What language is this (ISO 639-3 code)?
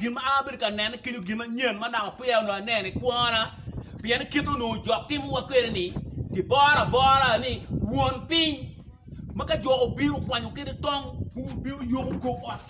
ach